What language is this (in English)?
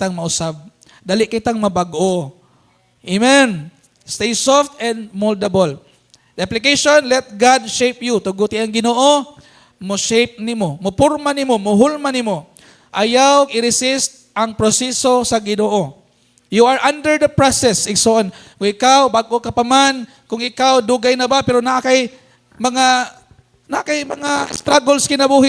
Cebuano